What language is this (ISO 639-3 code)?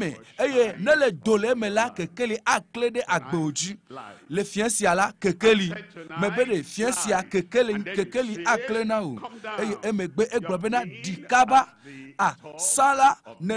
ewe